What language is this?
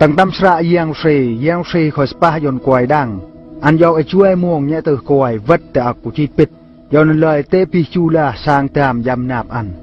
Eastern Bru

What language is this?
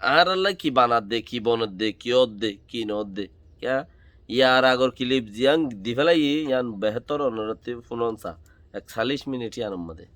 Rohingya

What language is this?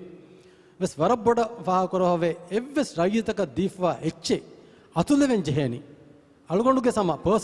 Divehi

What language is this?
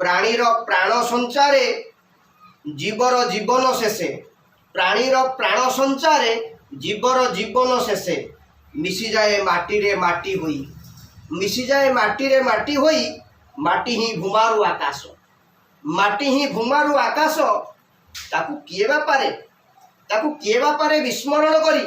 Odia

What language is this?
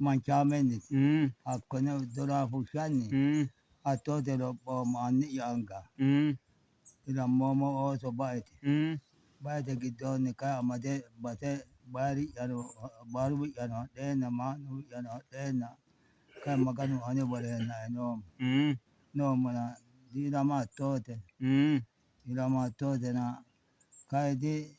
Sidamo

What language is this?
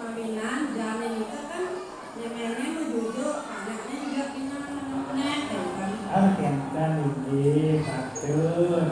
Balinese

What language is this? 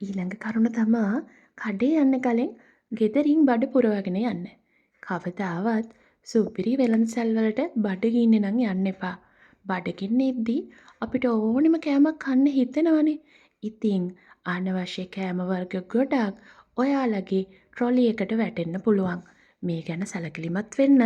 Sinhala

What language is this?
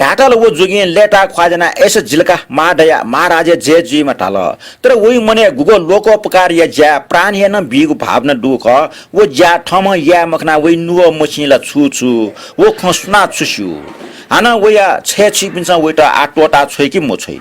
Newari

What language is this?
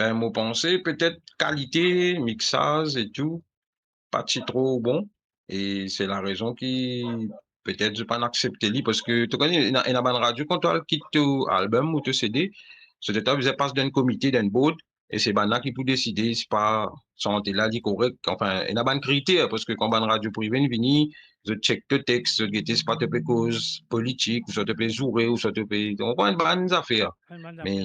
Morisyen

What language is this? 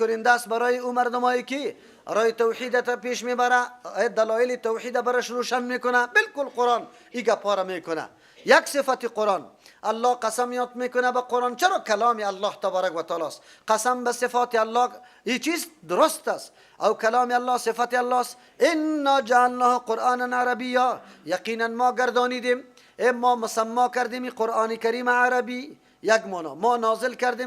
Persian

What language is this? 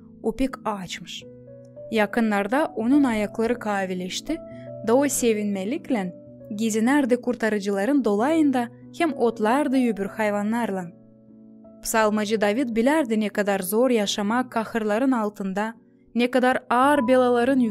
Gagauz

